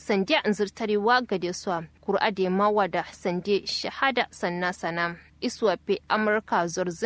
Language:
Kanuri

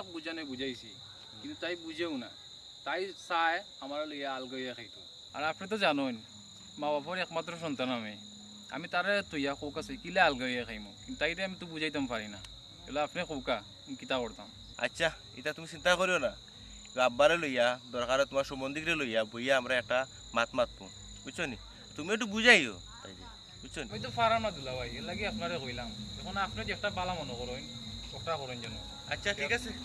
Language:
Sylheti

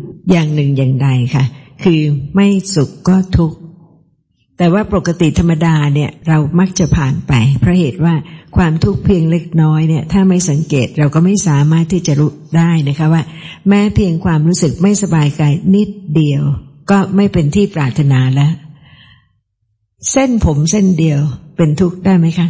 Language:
Thai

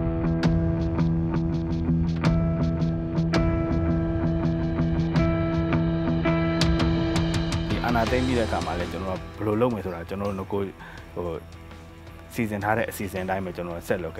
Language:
Burmese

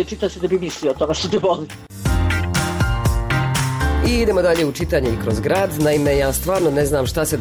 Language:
Croatian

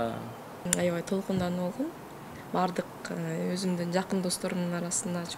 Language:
Kyrgyz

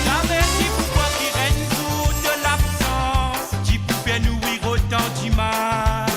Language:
Morisyen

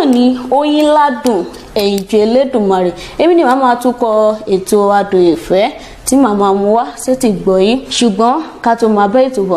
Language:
Yoruba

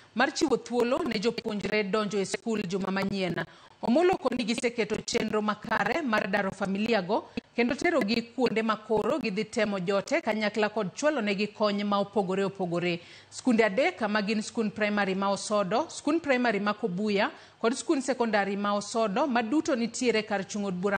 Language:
Luo (Kenya and Tanzania)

